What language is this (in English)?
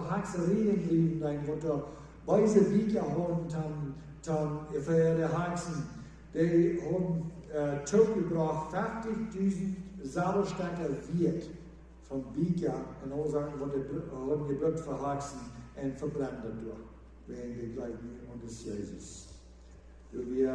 Plautdietsch